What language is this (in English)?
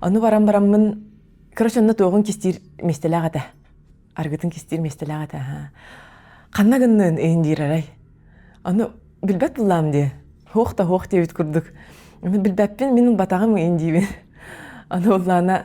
Yakut